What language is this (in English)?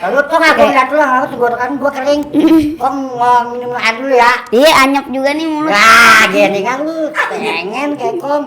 Betawi